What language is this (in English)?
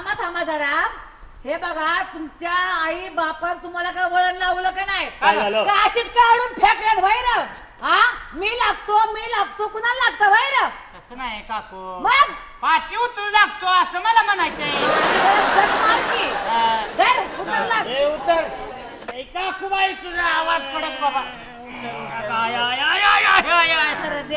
Marathi